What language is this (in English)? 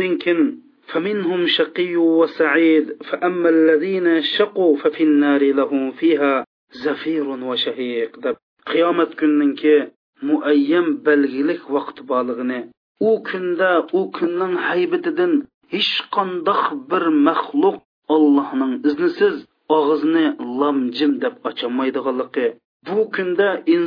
Uyghur